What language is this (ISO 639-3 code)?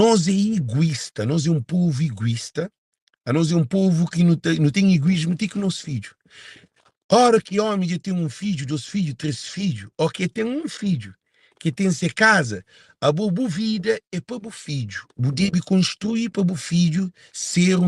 kea